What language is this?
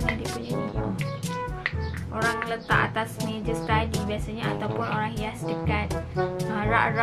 Malay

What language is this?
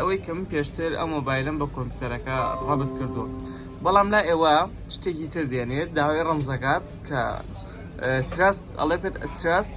Central Kurdish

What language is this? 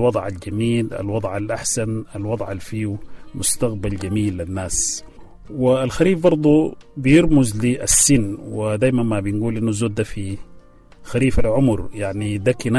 Sudanese Arabic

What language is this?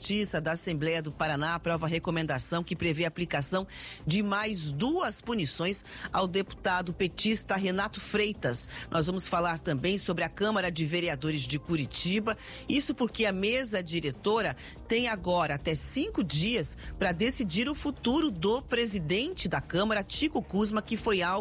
Portuguese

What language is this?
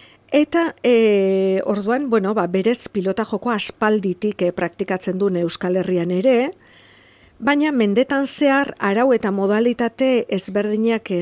Basque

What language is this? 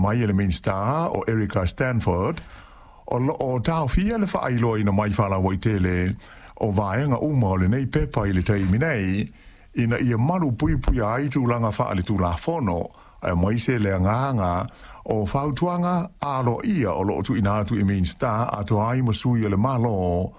Samoan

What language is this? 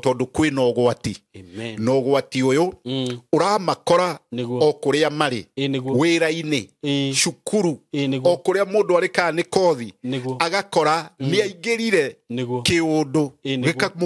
Kikuyu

